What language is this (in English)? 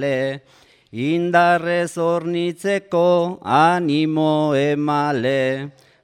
Basque